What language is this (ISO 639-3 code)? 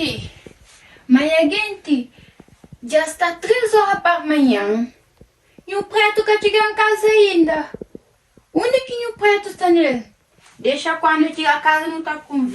kea